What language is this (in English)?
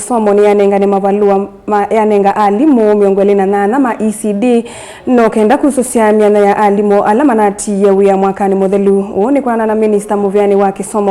Kamba